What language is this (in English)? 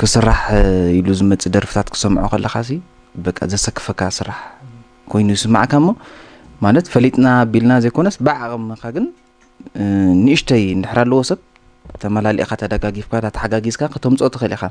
Tigrinya